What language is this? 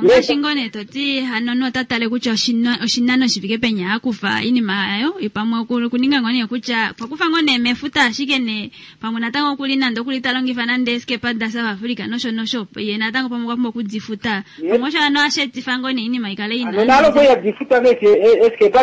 Kuanyama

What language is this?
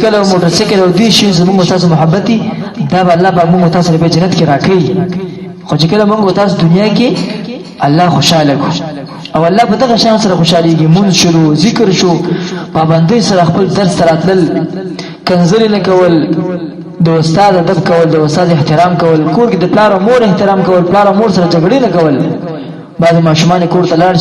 Pashto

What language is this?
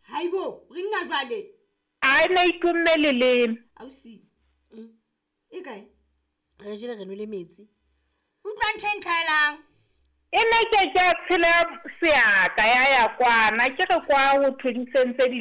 Southern Sotho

